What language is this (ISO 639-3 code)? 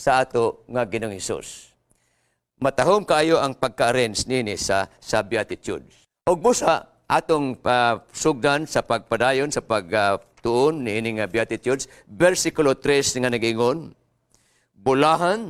ceb